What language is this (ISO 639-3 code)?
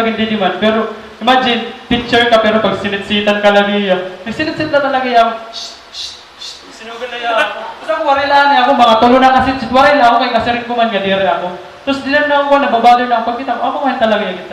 war